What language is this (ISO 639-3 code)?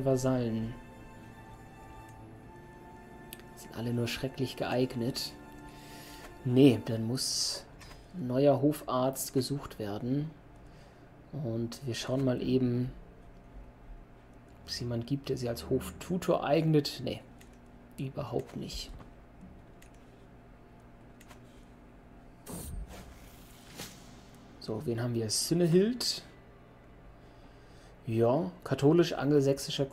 deu